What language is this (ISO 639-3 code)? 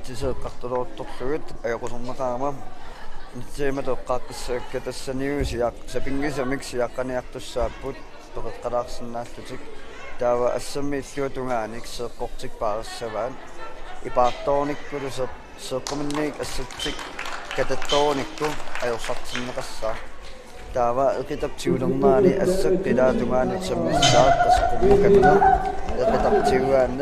kal